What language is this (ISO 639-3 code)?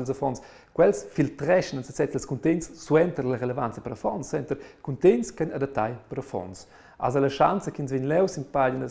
roh